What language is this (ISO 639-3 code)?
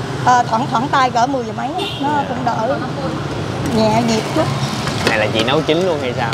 vie